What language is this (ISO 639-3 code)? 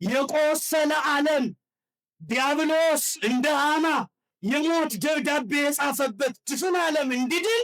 amh